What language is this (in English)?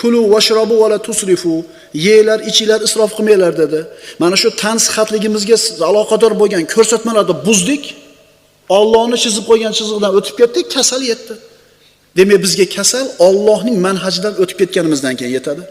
Uzbek